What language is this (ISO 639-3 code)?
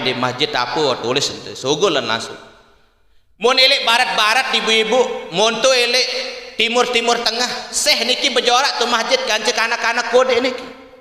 sas